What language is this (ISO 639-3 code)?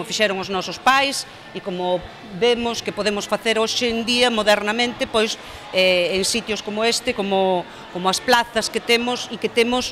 glg